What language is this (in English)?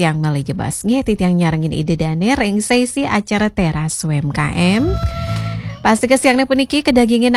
Balinese